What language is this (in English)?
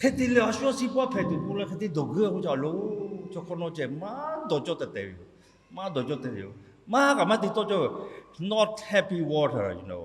Lahu